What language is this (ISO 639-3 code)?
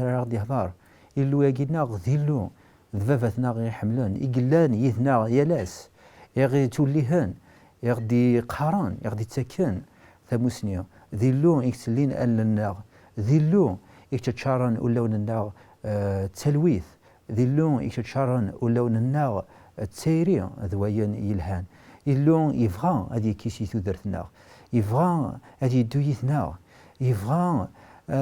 kab